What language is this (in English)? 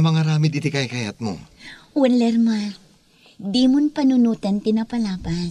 Iloko